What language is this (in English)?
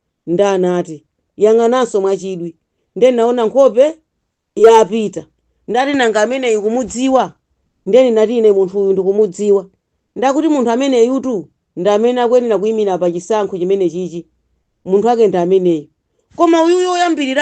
Nyanja